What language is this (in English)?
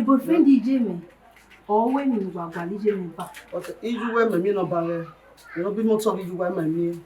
Bini